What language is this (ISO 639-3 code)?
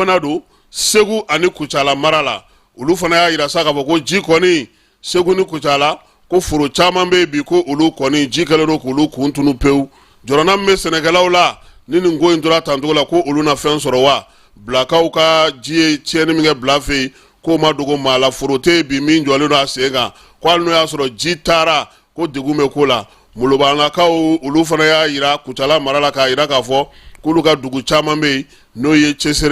bam